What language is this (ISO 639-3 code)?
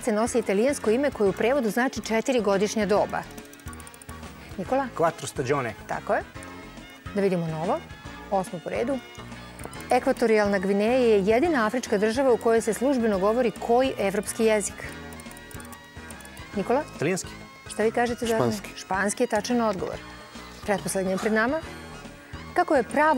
srp